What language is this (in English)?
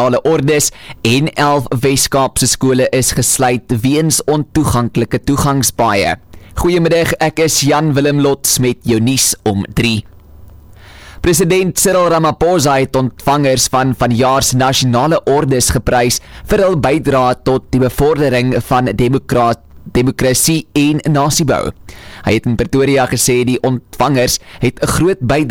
Afrikaans